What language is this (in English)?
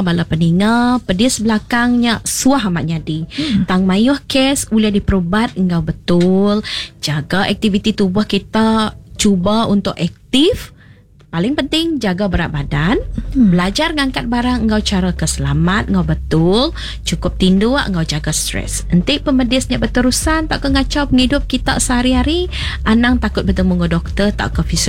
Iban